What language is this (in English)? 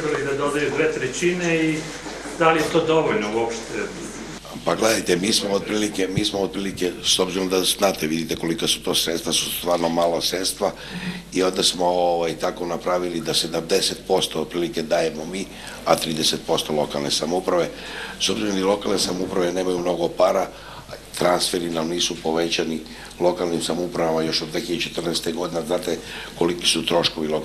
Serbian